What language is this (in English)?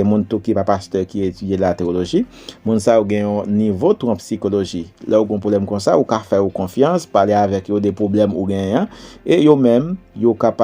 Haitian Creole